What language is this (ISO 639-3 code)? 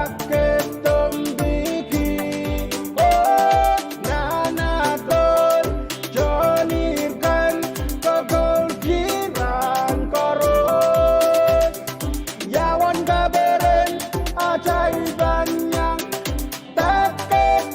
pon